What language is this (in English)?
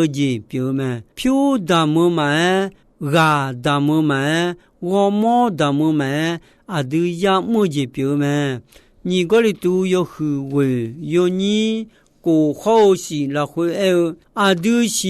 Akha